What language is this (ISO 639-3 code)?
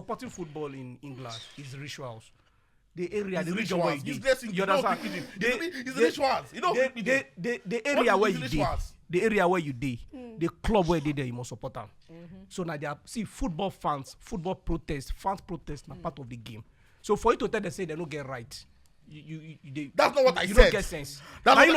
pcm